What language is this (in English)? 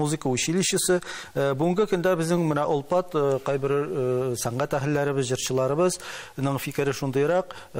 Tatar